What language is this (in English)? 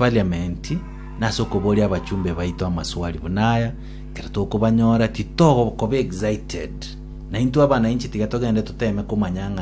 Gusii